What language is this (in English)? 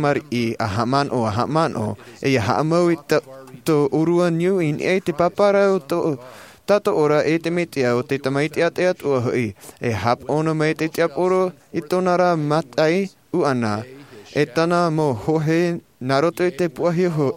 Tahitian